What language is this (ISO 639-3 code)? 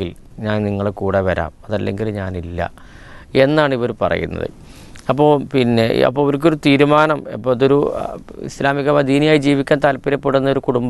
mal